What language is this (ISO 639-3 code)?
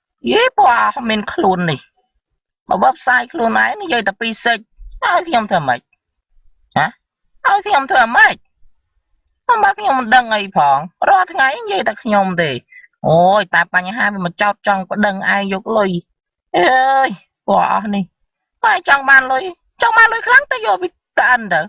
khm